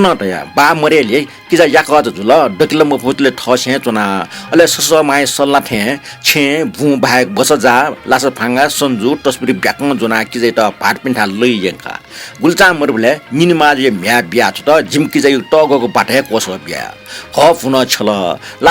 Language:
Newari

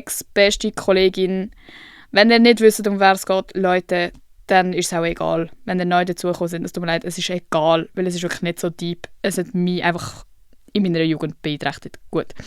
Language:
Swiss German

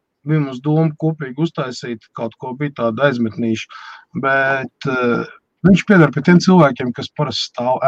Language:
Latvian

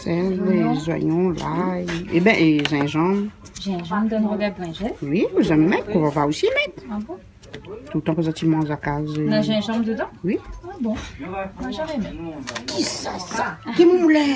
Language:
Réunion Creole French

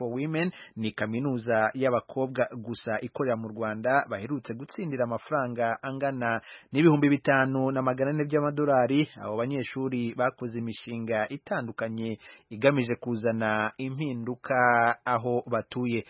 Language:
Kinyarwanda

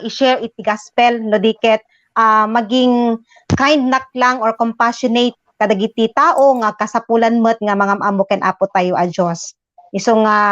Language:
Iloko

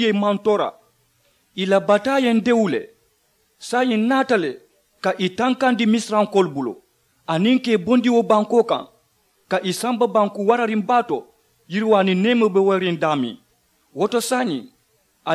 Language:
Mandingo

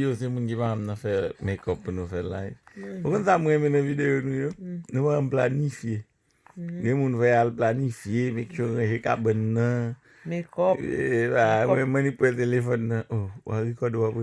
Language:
Haitian Creole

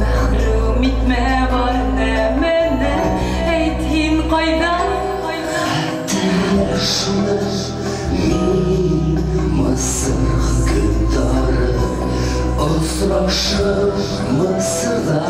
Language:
Bashkir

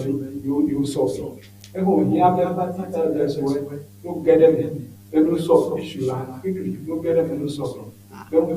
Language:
Ewe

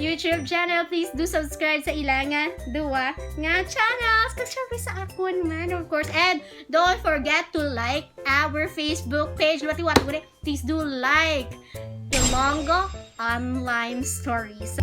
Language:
Hiligaynon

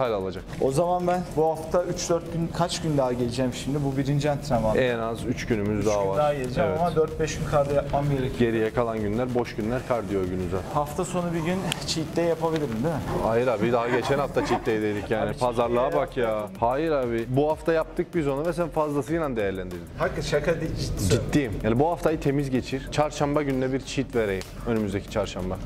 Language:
Turkish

